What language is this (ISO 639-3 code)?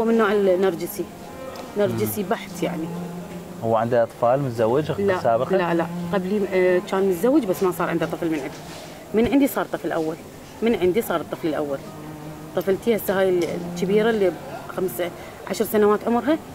acm